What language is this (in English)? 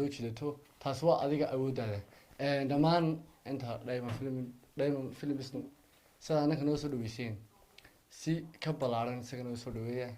Somali